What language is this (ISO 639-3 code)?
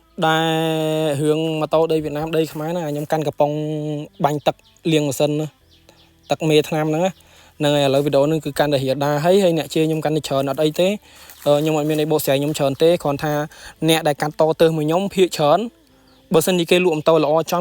khm